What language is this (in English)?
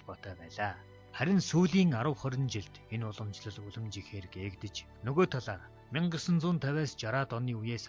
Mongolian